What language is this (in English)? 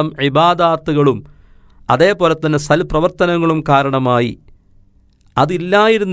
Malayalam